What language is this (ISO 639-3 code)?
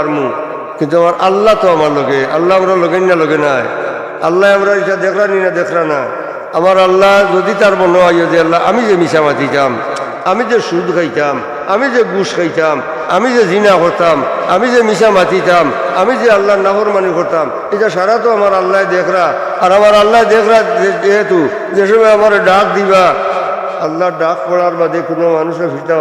syl